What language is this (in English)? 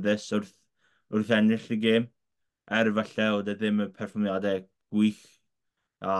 Welsh